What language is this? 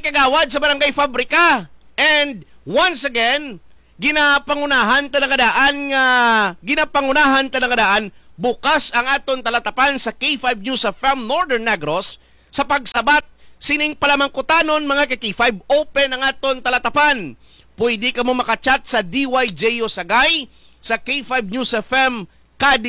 Hiligaynon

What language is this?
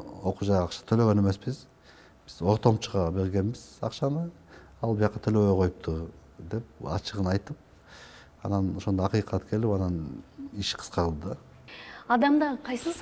Kyrgyz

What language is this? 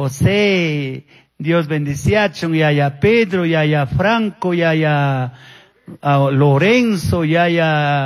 Chimborazo Highland Quichua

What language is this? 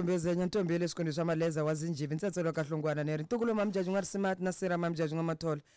Tsonga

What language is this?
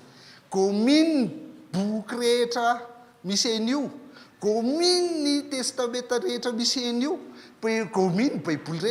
Malagasy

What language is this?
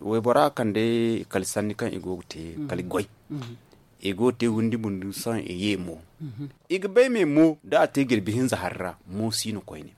Zarma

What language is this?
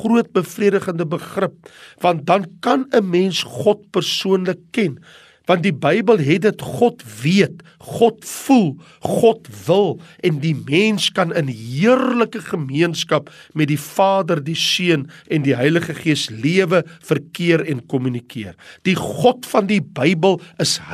Afrikaans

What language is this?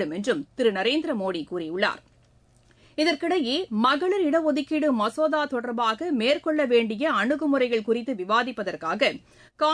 Tamil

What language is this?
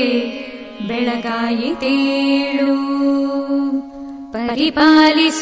Kannada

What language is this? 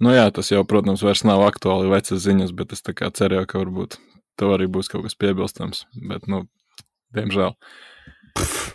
Latvian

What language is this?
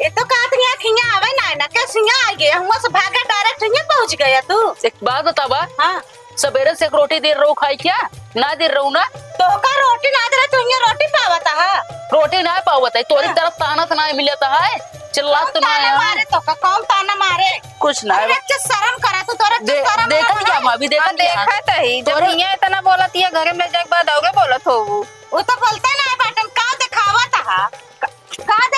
Awadhi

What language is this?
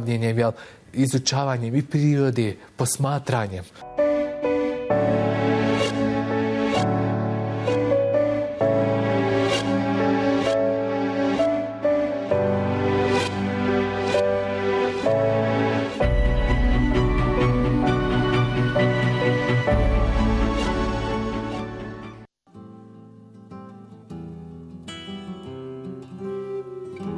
Bosnian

